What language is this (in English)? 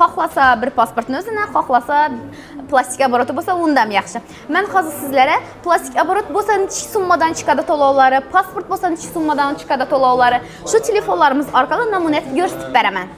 Uzbek